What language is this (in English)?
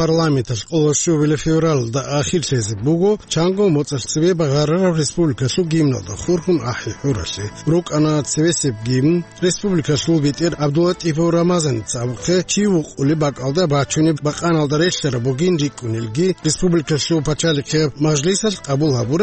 Avaric